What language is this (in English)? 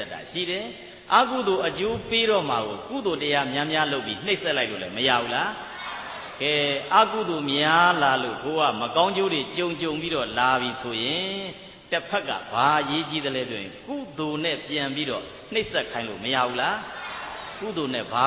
Burmese